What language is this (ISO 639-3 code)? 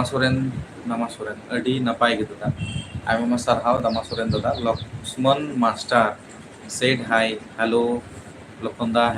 sat